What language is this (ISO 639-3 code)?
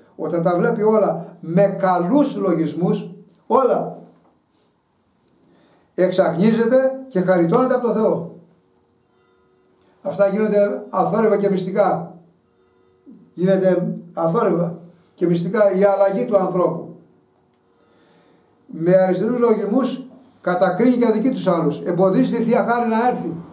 ell